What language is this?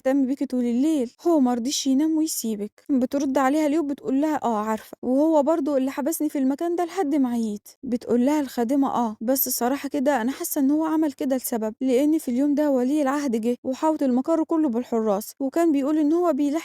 Egyptian Arabic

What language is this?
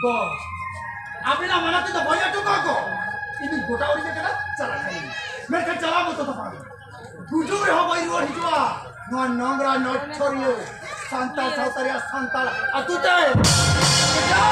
Santali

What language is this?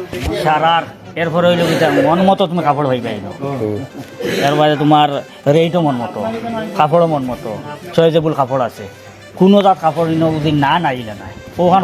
Sylheti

